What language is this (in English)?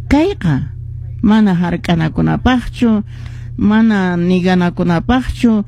Quechua